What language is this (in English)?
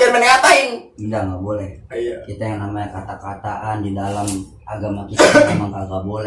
Betawi